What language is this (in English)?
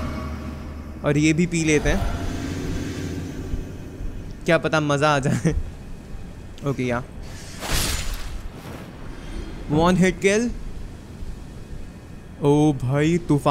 Hindi